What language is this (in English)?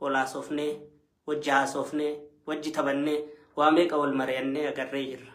Oromo